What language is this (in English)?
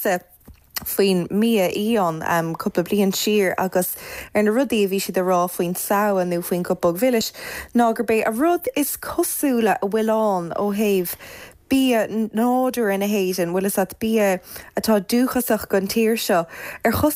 Irish